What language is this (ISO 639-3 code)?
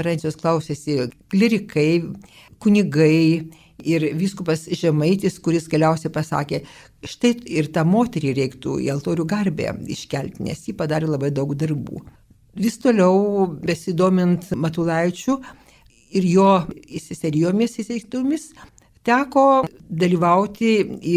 lit